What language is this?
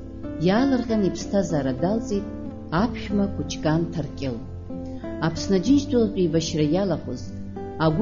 Abkhazian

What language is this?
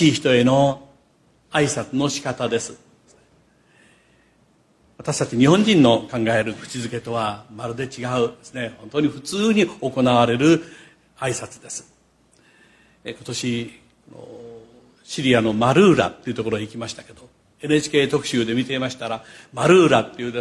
Japanese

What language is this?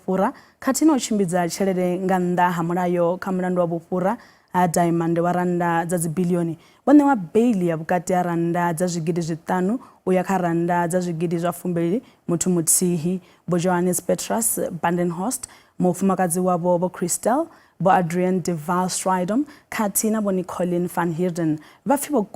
Venda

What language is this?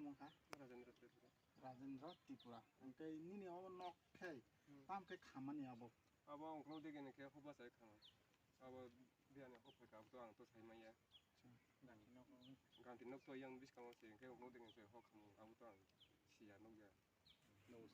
Kok Borok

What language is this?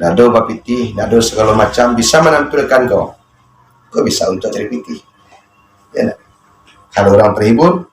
Minangkabau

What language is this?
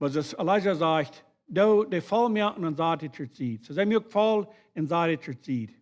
Plautdietsch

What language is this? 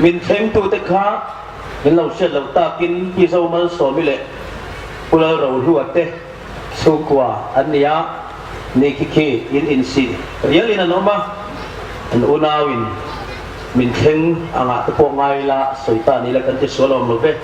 Hmar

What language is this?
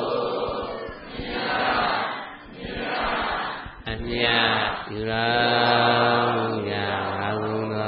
Burmese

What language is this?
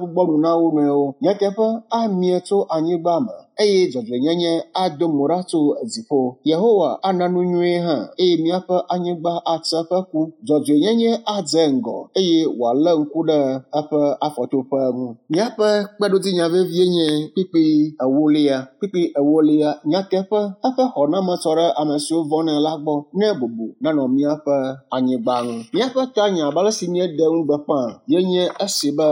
Ewe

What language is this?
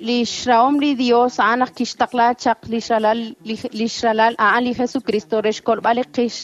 Kekchí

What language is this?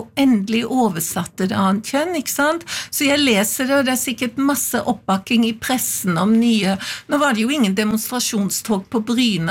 Norwegian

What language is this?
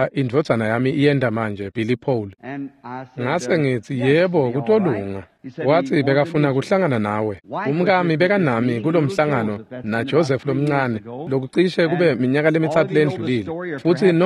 Swati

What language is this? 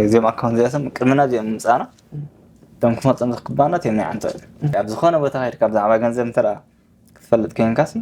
Tigrinya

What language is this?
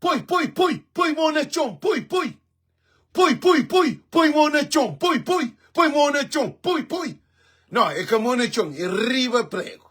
Kabuverdianu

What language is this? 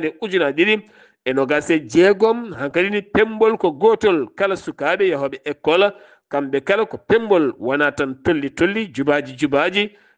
Fula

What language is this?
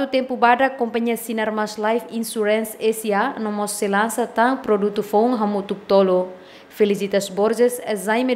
Tetum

